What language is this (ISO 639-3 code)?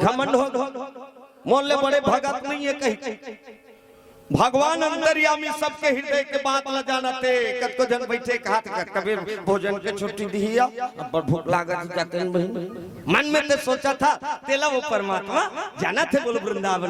hne